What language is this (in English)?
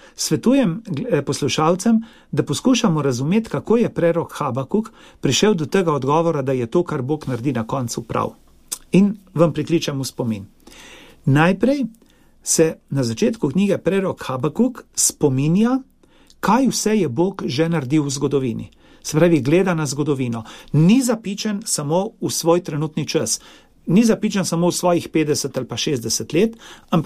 Slovenian